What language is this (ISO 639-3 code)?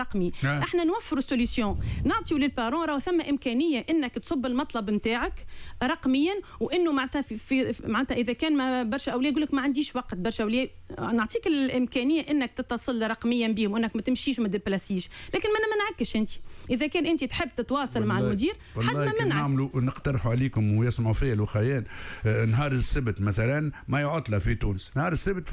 aeb